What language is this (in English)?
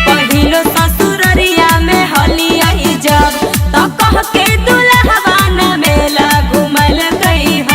Magahi